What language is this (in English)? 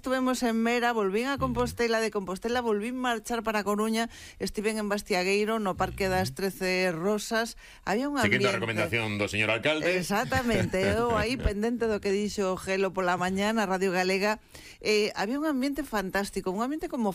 Galician